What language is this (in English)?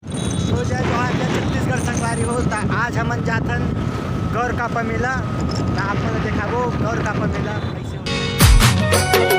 Chhattisgarhi